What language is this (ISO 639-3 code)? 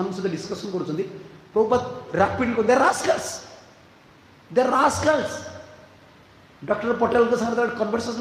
ori